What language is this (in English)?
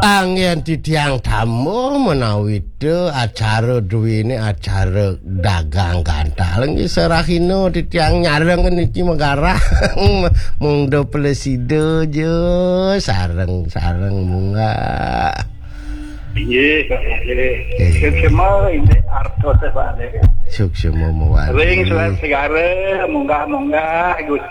Balinese